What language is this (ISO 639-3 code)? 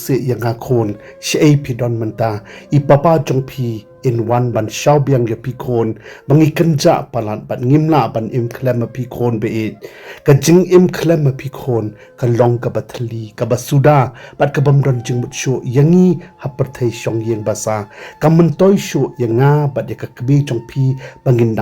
kha